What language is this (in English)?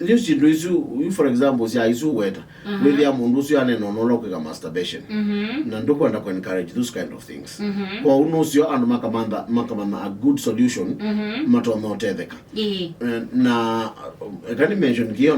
Kamba